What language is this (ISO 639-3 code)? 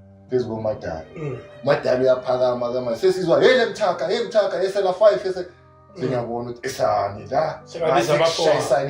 zul